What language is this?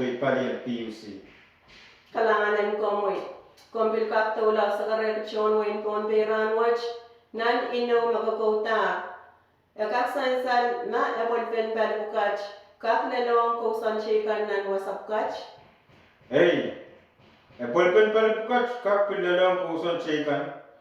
Pohnpeian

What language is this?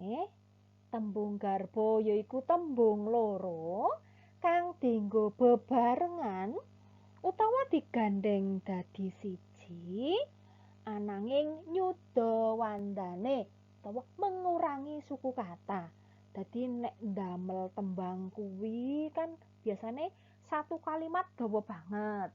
Javanese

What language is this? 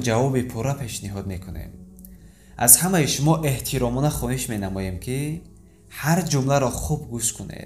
Tajik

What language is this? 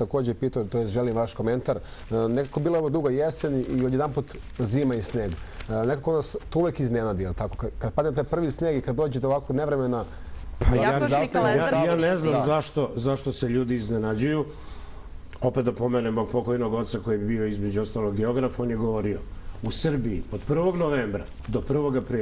Serbian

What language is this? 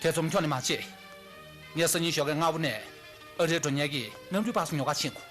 Tibetan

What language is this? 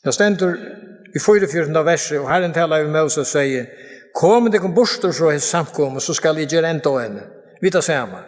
Faroese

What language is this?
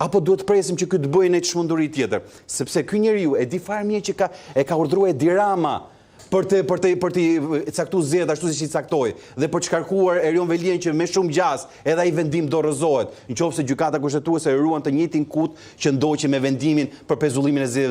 Albanian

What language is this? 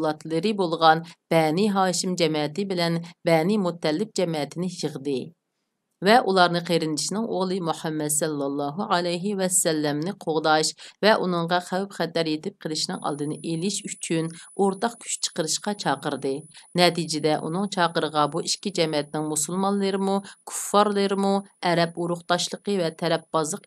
Uyghur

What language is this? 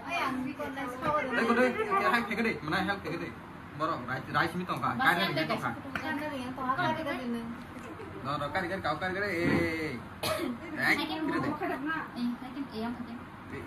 Kok Borok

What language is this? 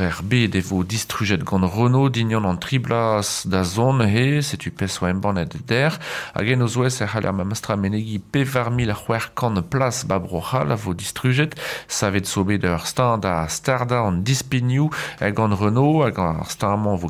Breton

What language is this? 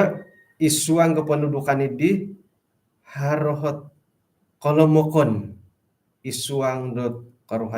Central Dusun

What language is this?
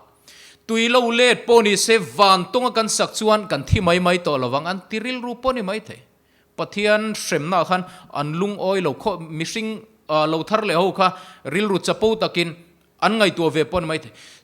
Mizo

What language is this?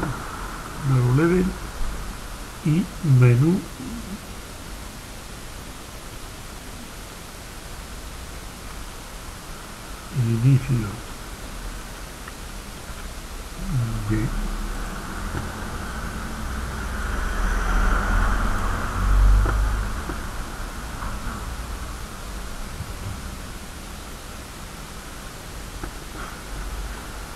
Spanish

